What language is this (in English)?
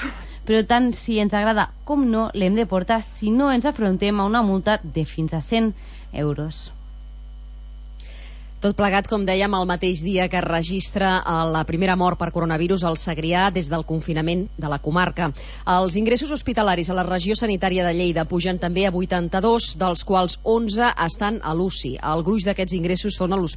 Catalan